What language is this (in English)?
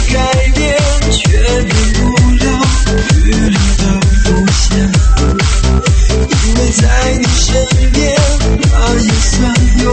Chinese